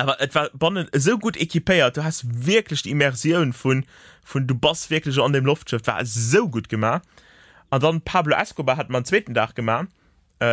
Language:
Luxembourgish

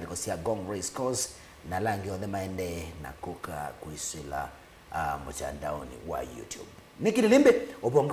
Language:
Kamba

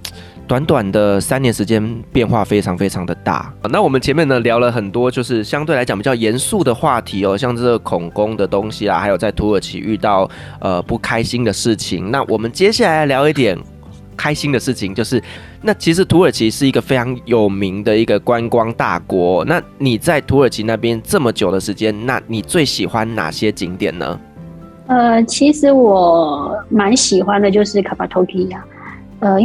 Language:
Chinese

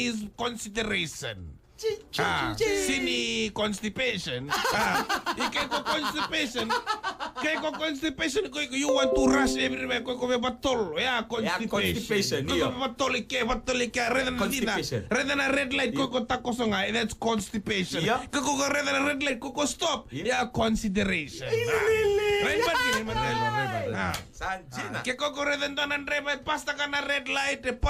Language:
Fijian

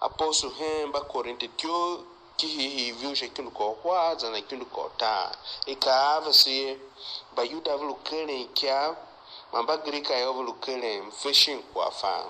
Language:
Tiv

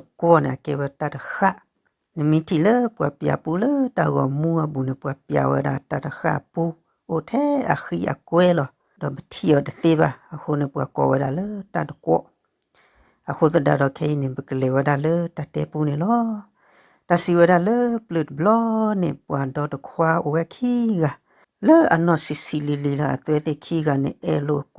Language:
S'gaw Karen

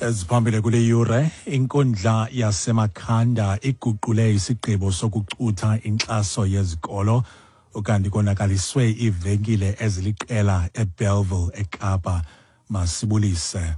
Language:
Xhosa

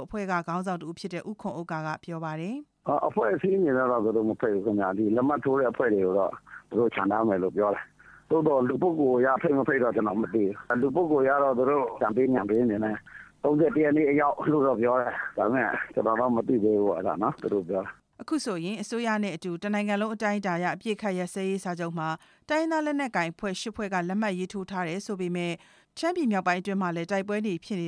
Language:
Burmese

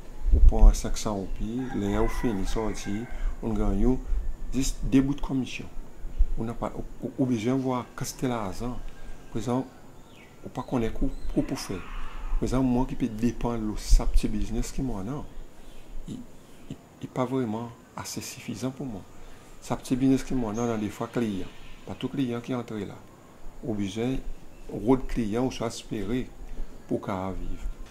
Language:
Seselwa Creole French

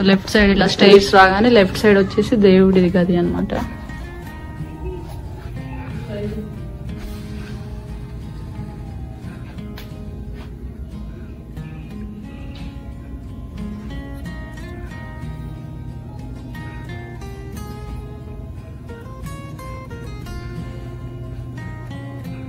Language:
Telugu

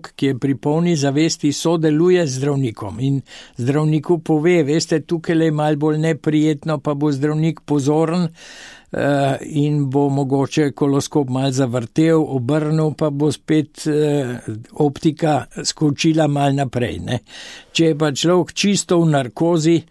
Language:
Slovenian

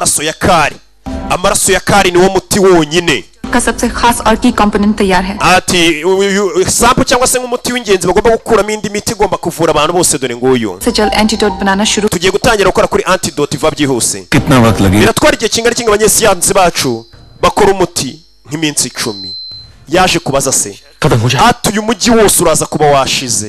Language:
Kinyarwanda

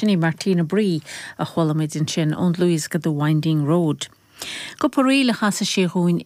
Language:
Irish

